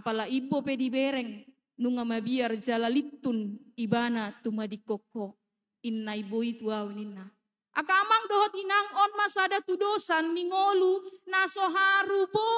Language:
Batak Toba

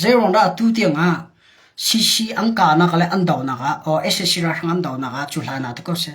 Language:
Hakha Chin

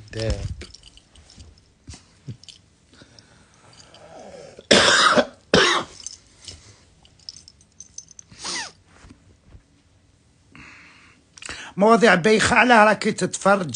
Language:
Algerian Arabic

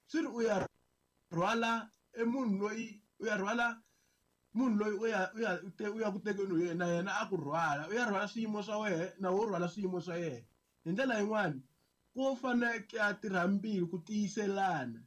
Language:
Tsonga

